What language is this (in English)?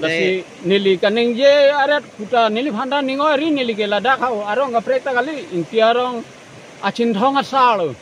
Karbi